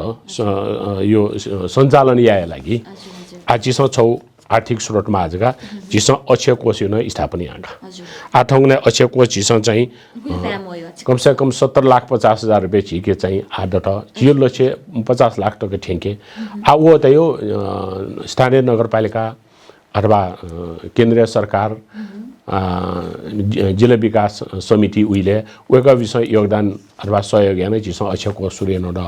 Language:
Newari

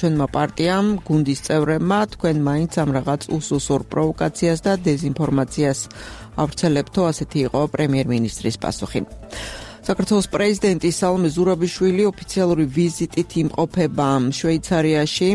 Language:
Georgian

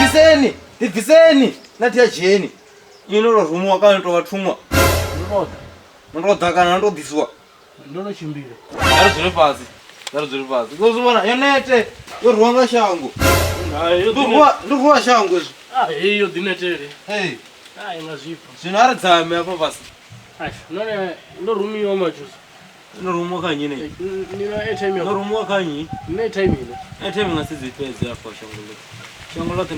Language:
Venda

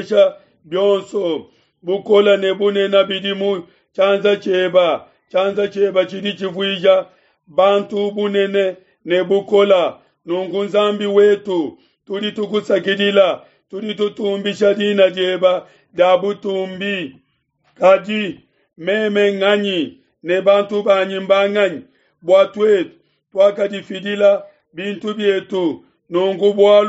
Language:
Luba-Lulua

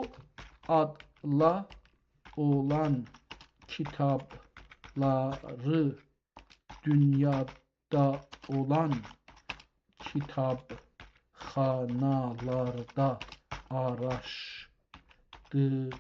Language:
South Azerbaijani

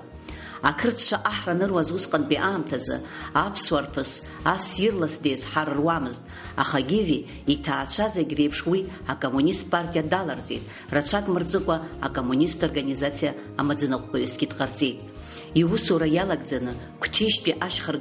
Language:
Abkhazian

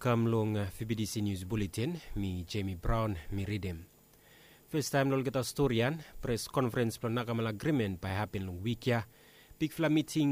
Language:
Bislama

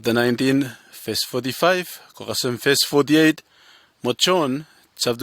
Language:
Bislama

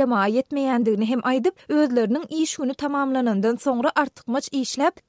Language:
Turkmen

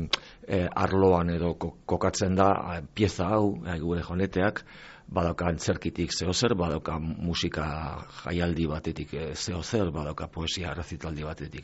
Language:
Basque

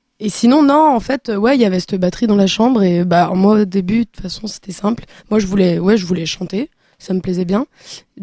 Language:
French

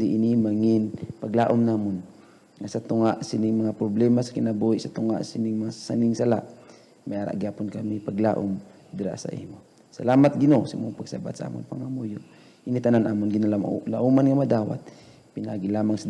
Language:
Hiligaynon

